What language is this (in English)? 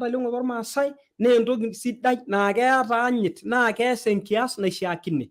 Masai